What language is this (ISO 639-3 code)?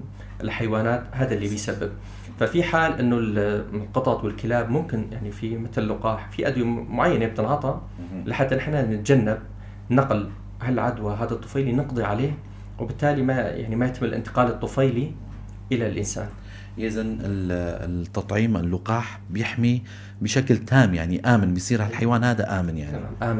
apc